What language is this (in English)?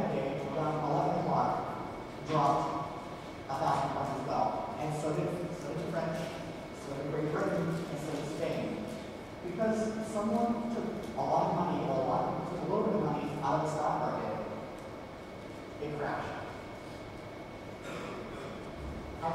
English